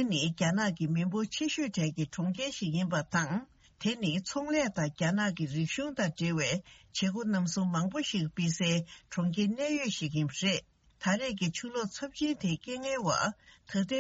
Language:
Tibetan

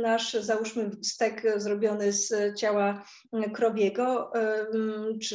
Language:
Polish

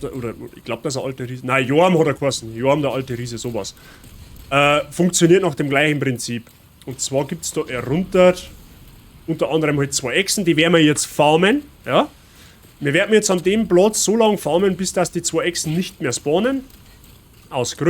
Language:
Bavarian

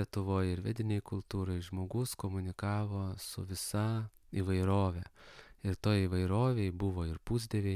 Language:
Lithuanian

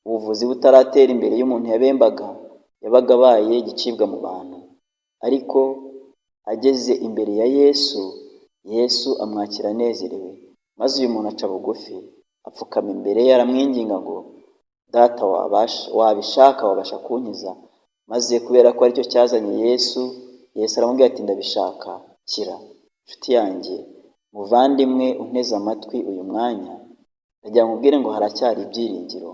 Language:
Kinyarwanda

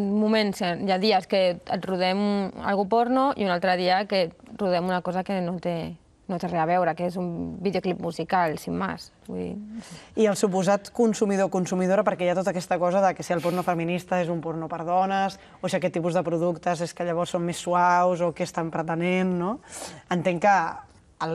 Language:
Catalan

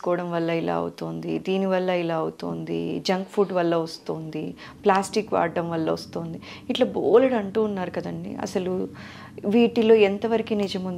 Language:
Telugu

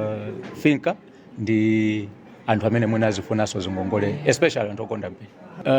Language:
Nyanja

